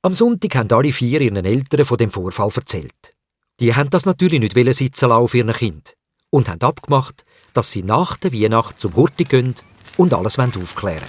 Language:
Swiss German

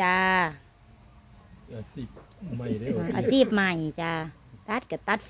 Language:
Lao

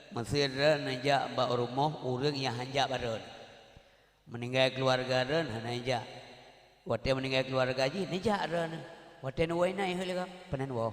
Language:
Achinese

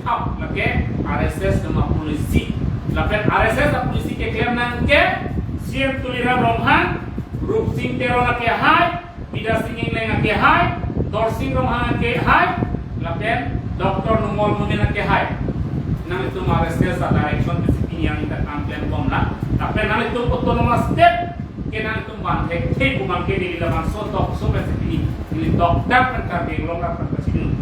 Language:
Karbi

